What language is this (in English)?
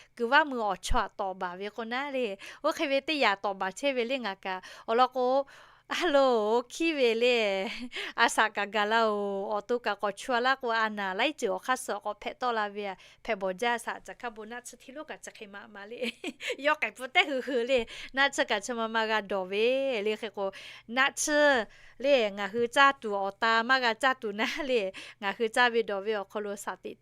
Lahu